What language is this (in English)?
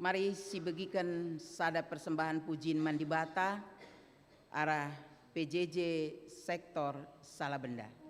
Batak Karo